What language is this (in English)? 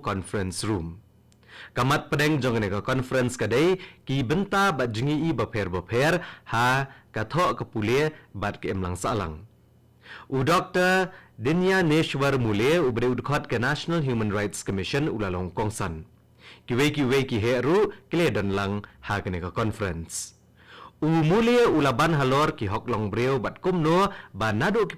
Khasi